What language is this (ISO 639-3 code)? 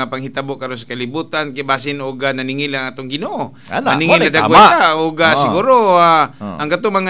ceb